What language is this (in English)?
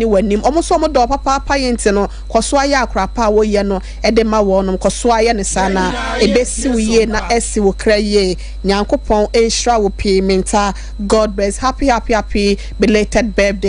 Akan